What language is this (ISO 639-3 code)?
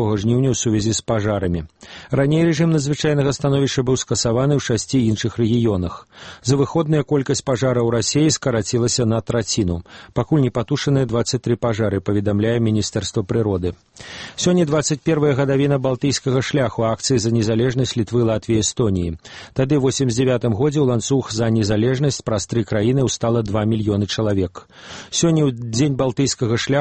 bel